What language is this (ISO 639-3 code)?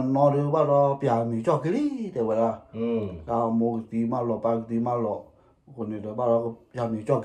ksw